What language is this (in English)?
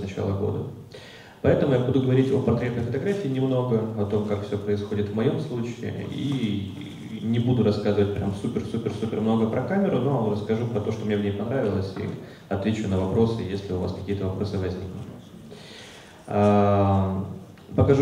Russian